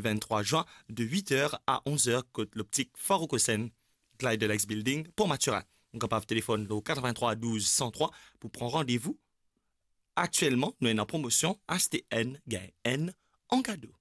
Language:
Morisyen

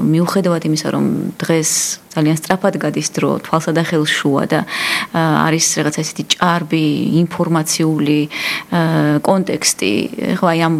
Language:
Georgian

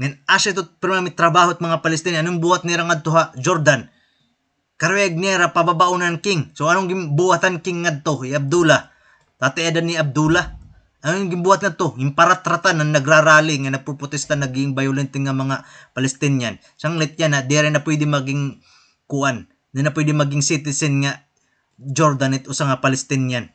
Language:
Waray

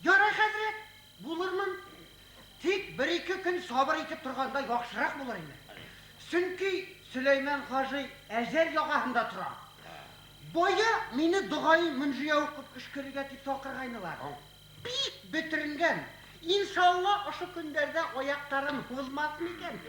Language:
Bashkir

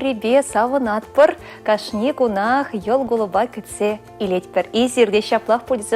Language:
Chuvash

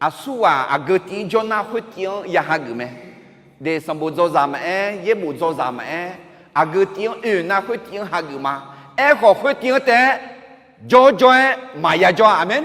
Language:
Akha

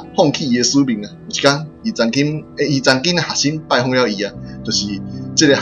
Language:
Min Nan Chinese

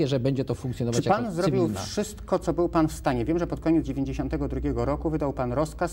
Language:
Polish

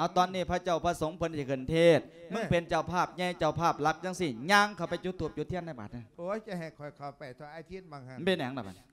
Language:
Lao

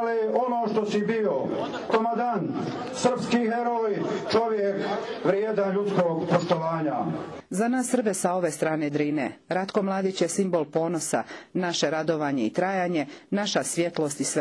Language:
Croatian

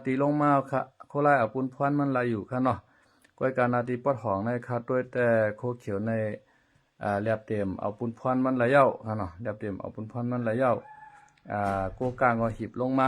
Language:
Shan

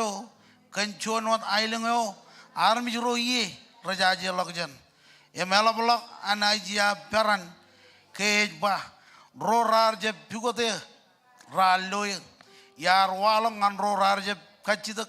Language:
Marshallese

